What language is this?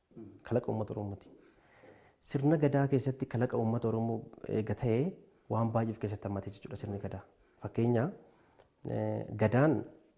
Oromo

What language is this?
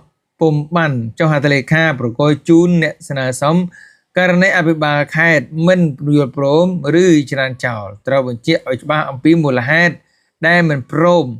Khmer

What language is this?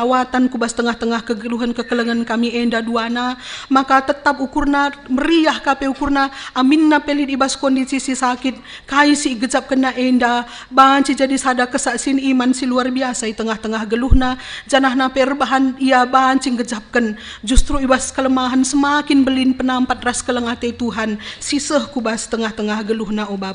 Batak Karo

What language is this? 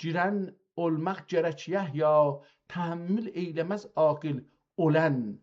South Azerbaijani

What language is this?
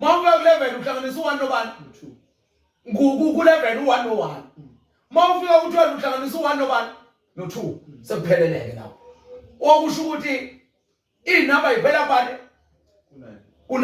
Zulu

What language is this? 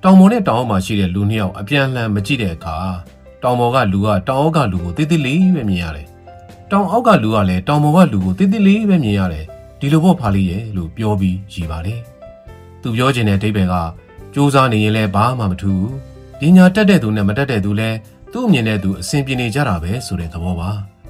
Burmese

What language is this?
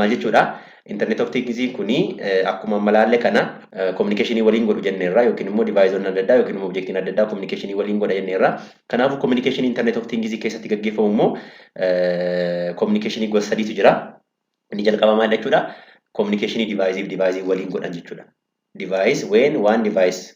Oromo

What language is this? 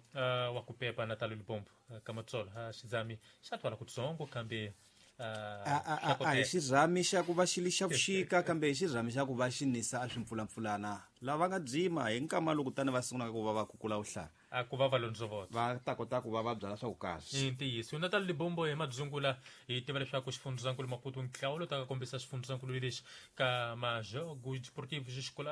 Tsonga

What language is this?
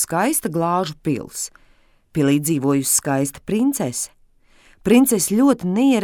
Latvian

